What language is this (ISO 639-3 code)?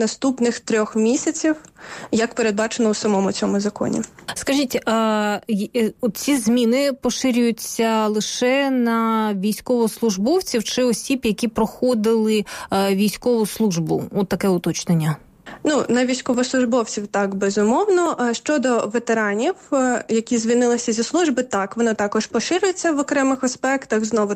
ukr